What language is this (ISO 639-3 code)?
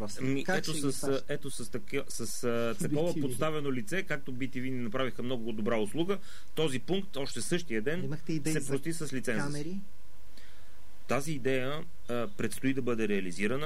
bul